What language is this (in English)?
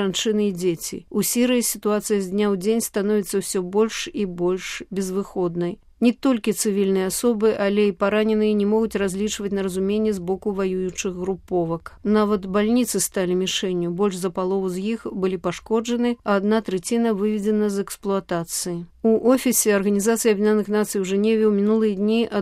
Belarusian